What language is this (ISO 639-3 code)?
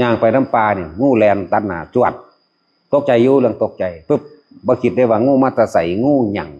tts